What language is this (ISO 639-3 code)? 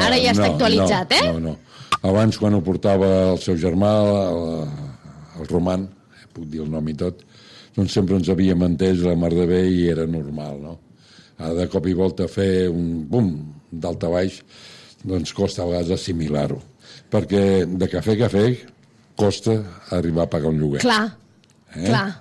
cat